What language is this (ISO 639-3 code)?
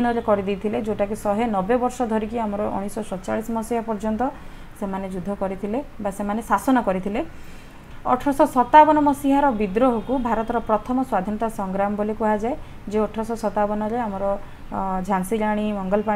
ori